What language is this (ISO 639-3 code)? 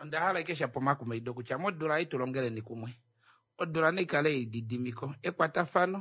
kua